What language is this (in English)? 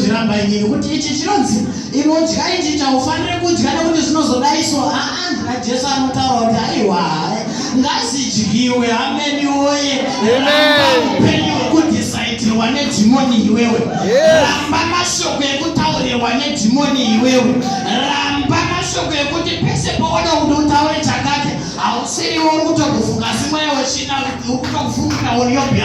Shona